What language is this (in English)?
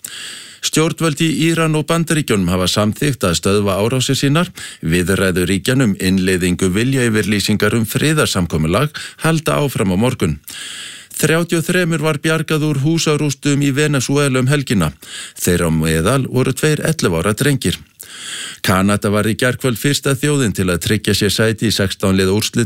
Icelandic